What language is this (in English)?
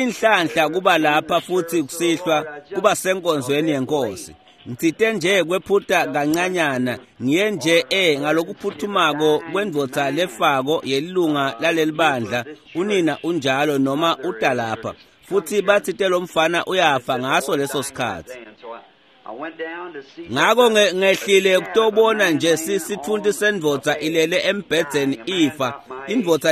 Swati